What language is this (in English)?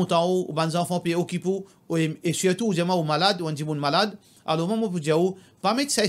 Morisyen